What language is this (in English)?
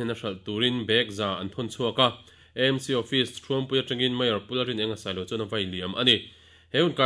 Mizo